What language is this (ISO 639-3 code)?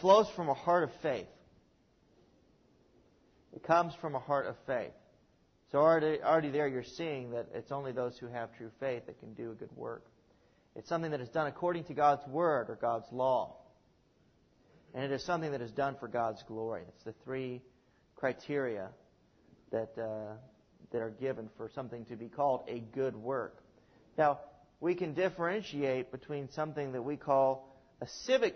eng